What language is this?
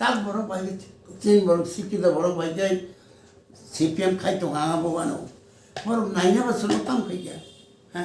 Kok Borok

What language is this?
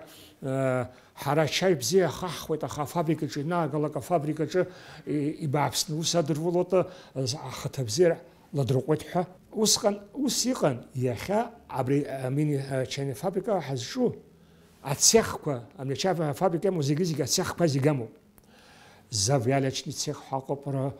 Abkhazian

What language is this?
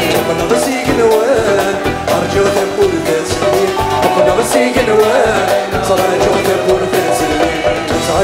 Kabyle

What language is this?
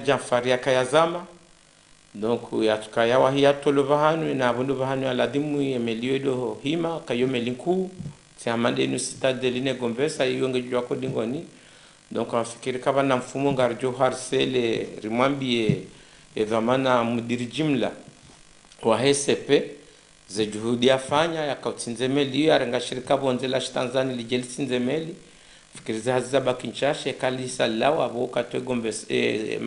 Ngazidja Comorian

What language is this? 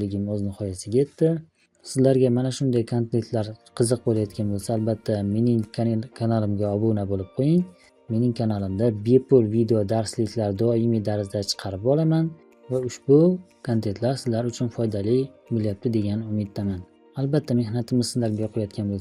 Uzbek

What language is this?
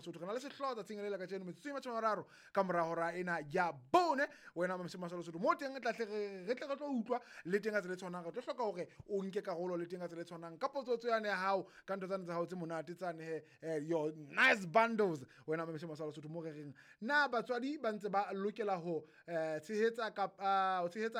Southern Sotho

